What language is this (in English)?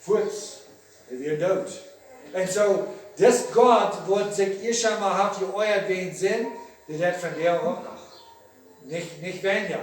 Plautdietsch